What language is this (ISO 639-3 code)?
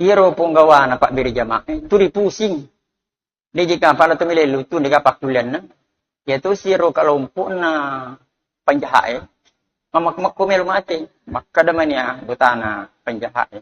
bug